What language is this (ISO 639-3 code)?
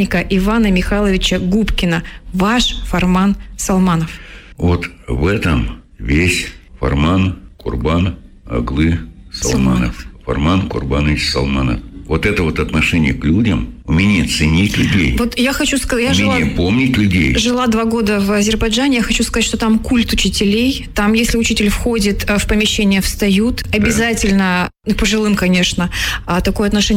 rus